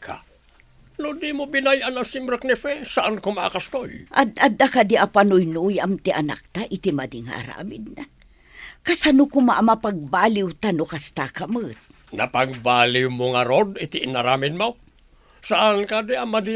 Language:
Iloko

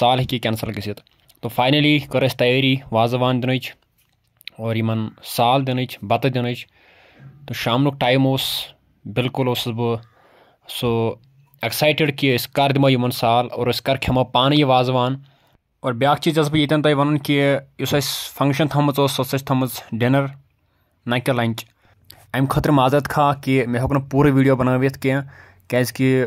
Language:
Kashmiri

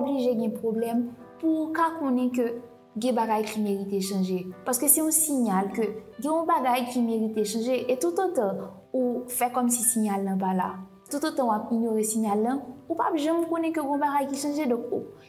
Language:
Haitian Creole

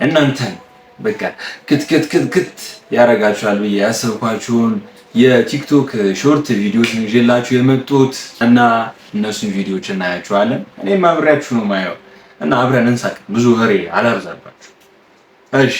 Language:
Amharic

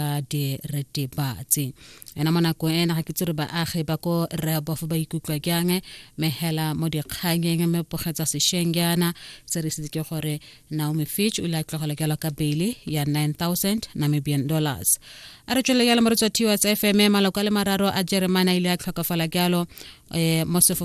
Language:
Tswana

